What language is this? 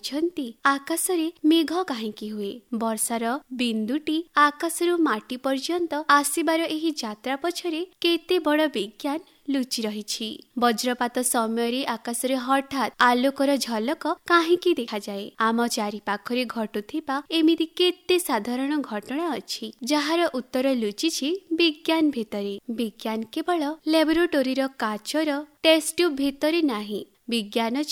Odia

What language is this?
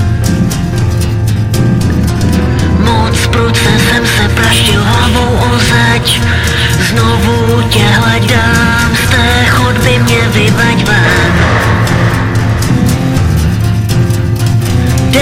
Czech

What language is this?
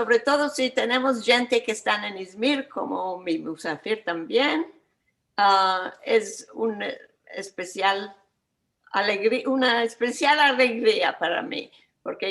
Ladino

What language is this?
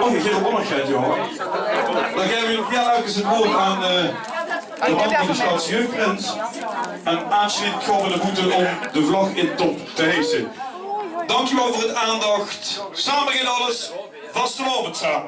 Limburgish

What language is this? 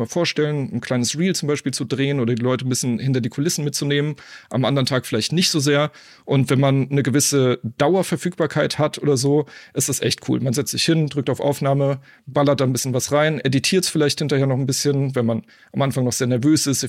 German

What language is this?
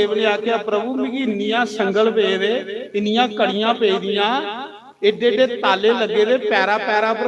Dogri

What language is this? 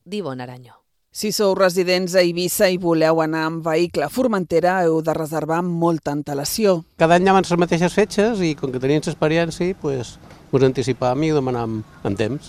Catalan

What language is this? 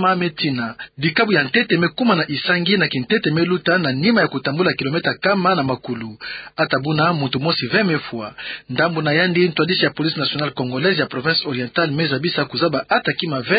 Kituba (Democratic Republic of Congo)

